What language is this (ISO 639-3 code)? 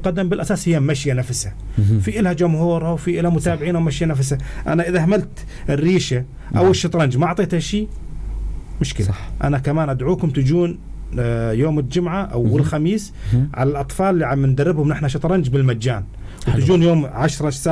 apc